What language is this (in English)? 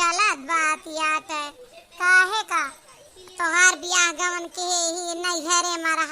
Awadhi